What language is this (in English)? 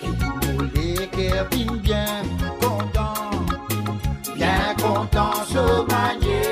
Morisyen